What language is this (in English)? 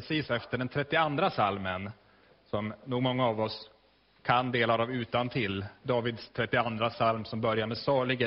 Swedish